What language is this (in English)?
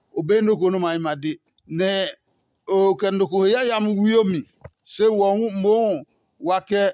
Adangme